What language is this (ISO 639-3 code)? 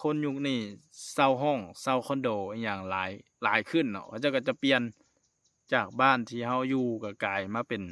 lao